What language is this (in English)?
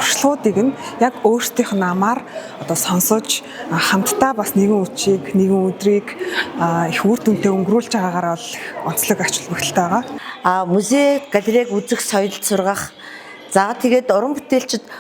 Mongolian